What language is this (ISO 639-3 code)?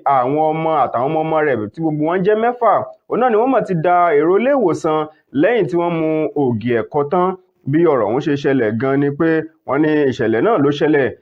yor